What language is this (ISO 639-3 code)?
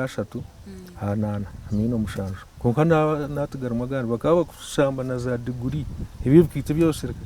nyn